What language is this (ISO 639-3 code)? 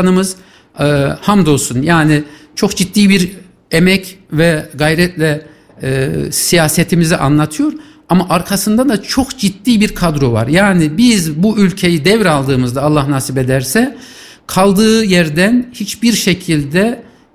tur